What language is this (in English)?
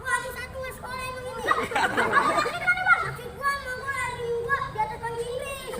Betawi